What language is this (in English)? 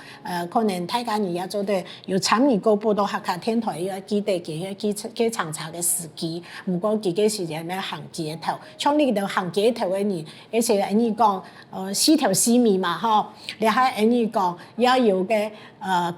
Hakka Chinese